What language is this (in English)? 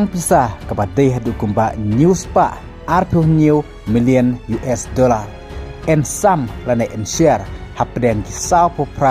Khasi